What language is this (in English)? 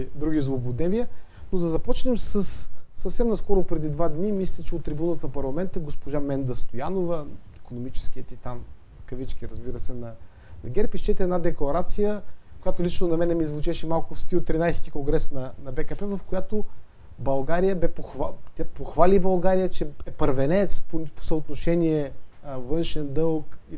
Bulgarian